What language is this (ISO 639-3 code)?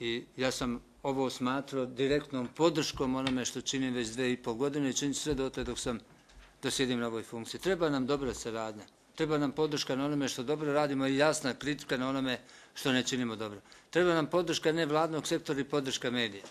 bos